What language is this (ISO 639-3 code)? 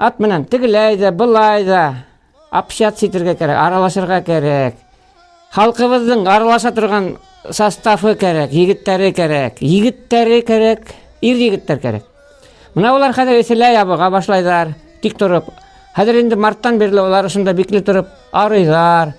bak